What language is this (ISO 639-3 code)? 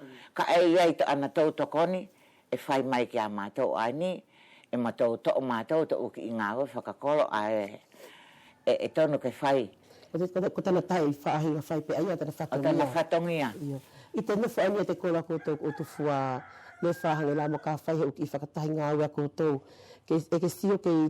wls